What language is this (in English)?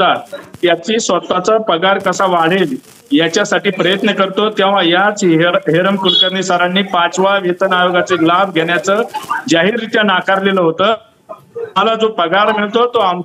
Marathi